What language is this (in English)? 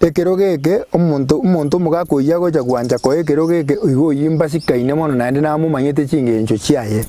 Gusii